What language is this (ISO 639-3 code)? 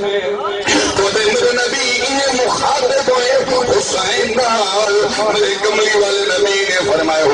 skr